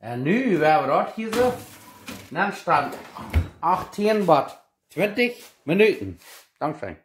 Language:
Plautdietsch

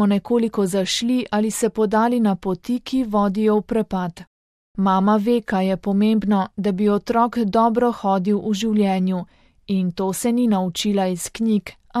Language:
Slovenian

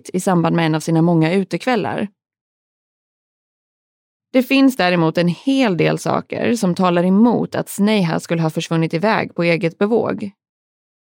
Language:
Swedish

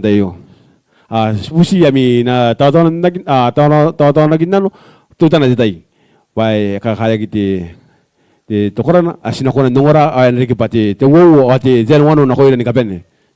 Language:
Gilbertese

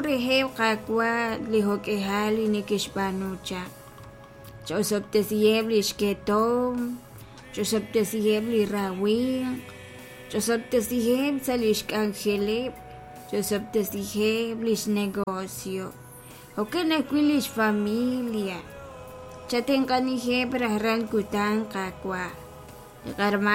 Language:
Kekchí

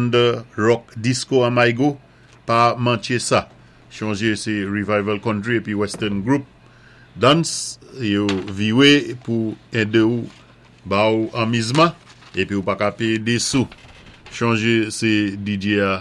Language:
Saint Lucian Creole French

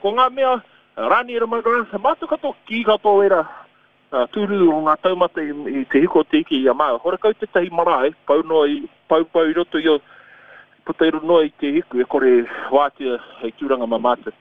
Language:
Māori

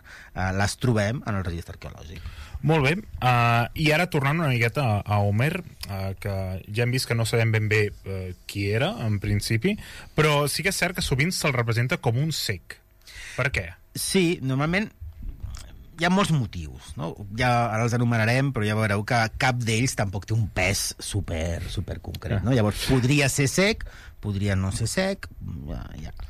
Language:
Catalan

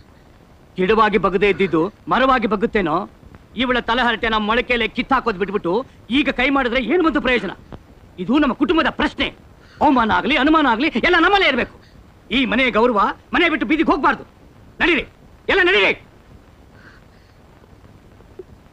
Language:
Kannada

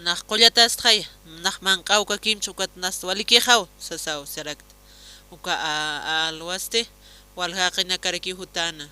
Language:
Aymara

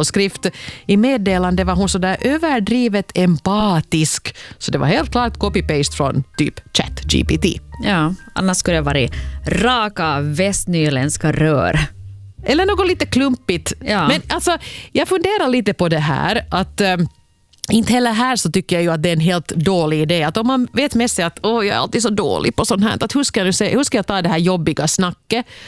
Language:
Swedish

